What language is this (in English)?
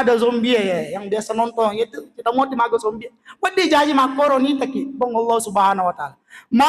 Buginese